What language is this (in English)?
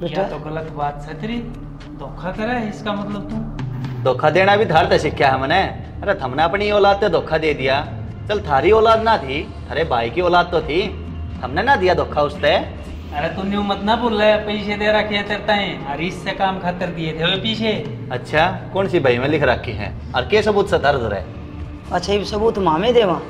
Haryanvi